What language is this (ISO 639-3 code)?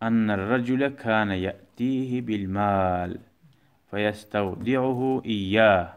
kum